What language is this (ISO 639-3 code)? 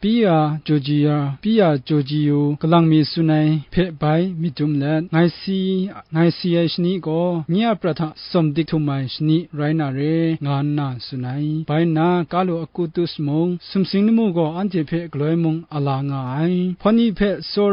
kac